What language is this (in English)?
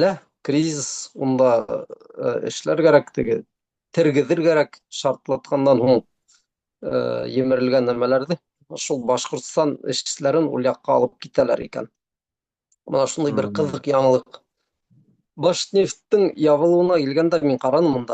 Bashkir